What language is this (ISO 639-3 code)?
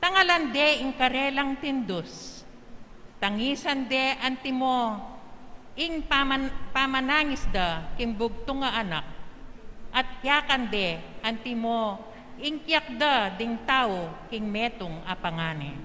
pam